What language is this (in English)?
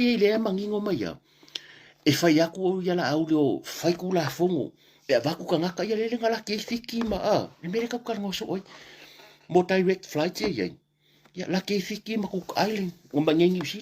Samoan